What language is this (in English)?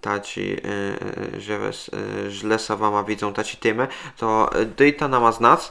Kashubian